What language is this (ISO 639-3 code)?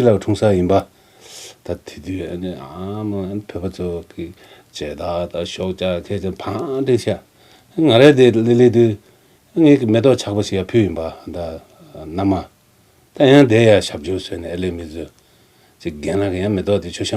bod